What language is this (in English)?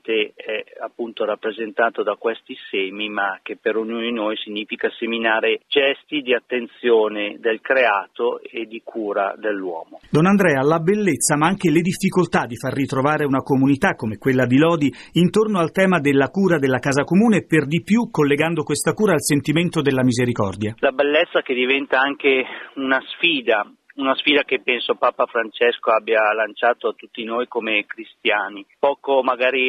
Italian